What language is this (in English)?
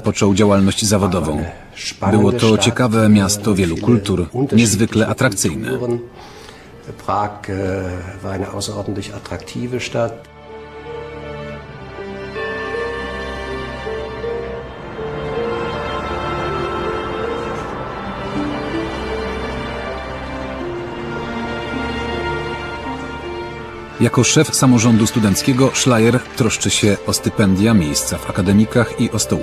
Polish